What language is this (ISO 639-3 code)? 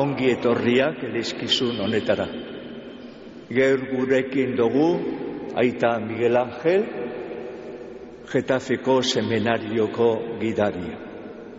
eus